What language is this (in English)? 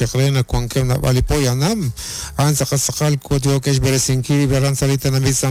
Kekchí